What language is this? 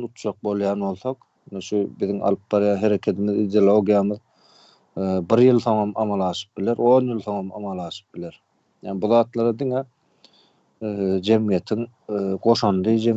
Turkmen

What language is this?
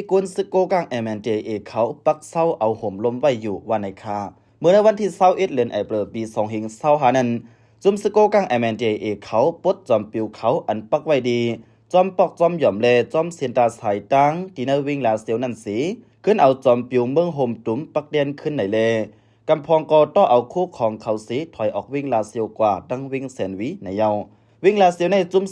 Shan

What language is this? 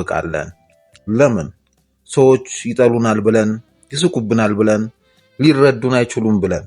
Amharic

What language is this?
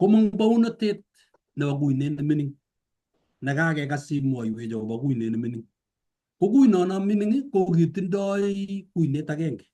Kalenjin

